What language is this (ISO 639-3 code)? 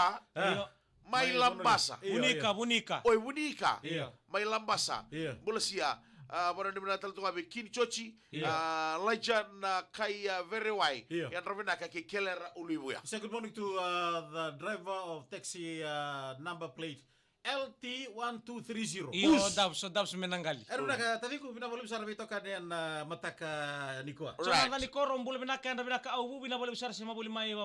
fij